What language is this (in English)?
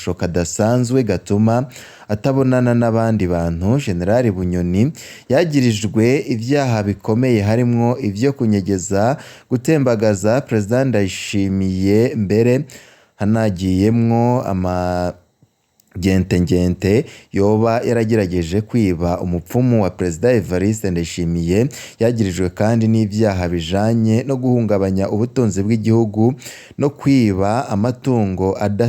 Rundi